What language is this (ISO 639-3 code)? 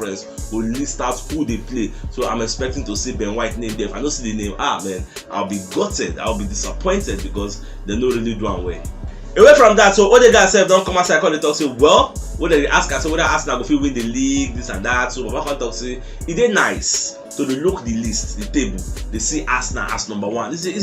pcm